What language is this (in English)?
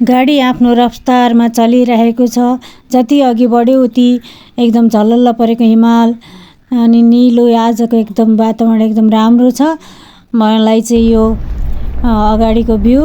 Nepali